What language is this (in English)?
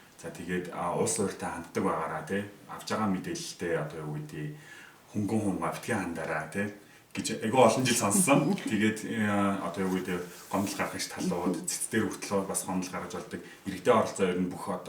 Mongolian